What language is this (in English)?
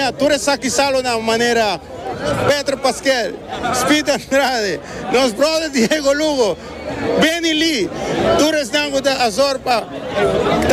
Papiamento